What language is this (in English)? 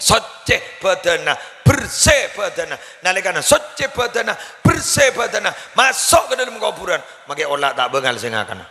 Madurese